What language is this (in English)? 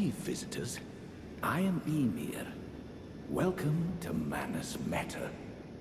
Swiss German